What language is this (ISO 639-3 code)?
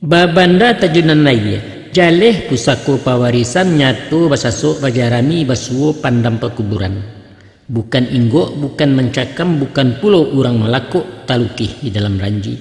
min